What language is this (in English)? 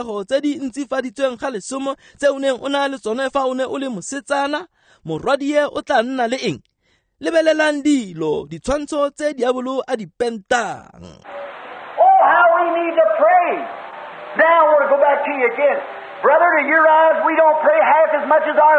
Tswana